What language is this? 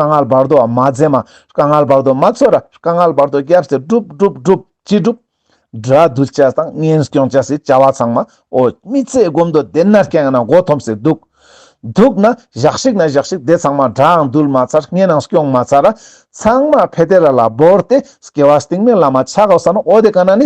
Ladakhi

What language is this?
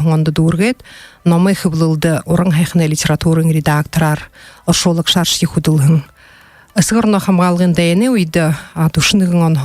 Buriat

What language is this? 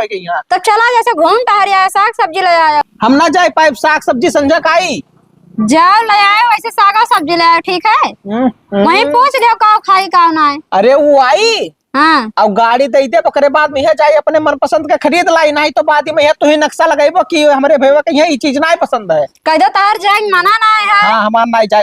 Awadhi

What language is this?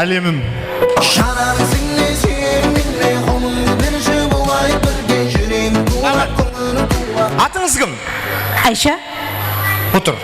Kara-Kalpak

